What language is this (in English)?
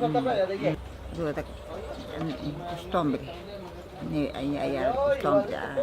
Ashéninka Perené